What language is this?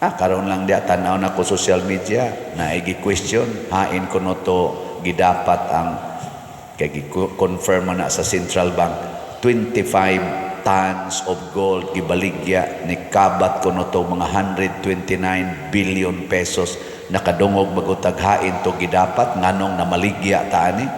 Cebuano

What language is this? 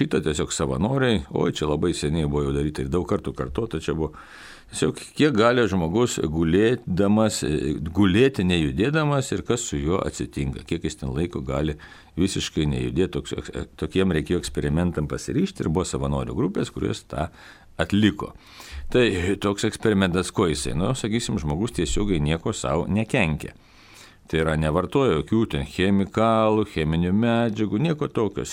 Lithuanian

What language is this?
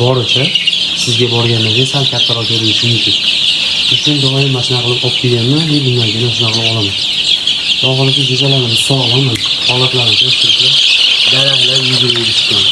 Uzbek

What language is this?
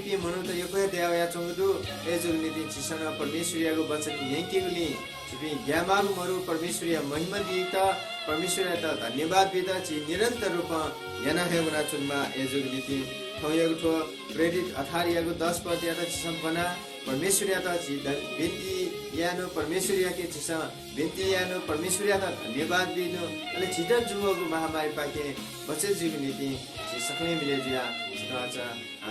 Newari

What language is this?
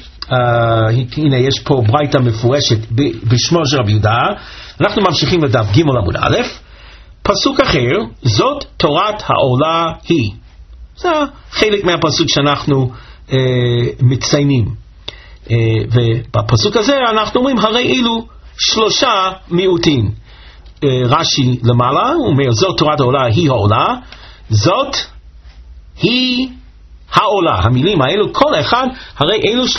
Hebrew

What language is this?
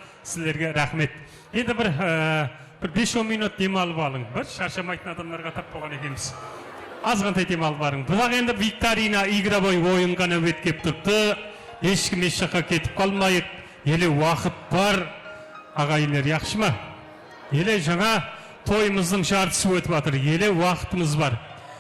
Kara-Kalpak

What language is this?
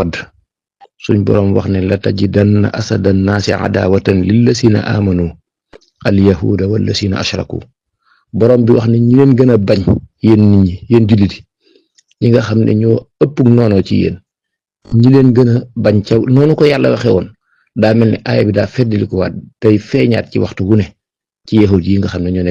Wolof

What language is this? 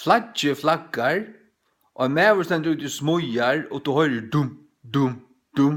Faroese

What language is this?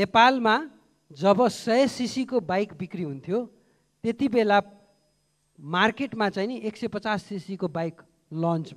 Nepali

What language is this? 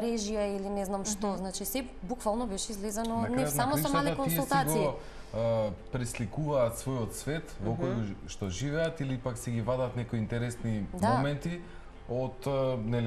Macedonian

